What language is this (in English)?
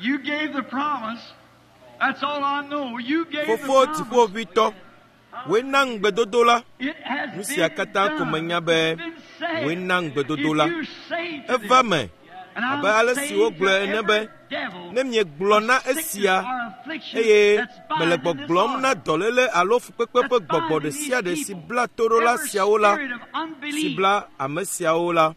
Ewe